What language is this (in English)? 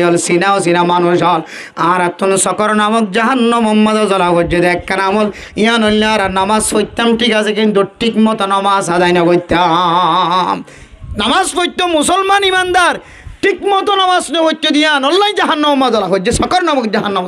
Rohingya